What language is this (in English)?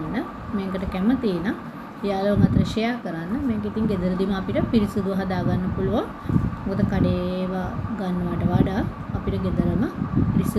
Sinhala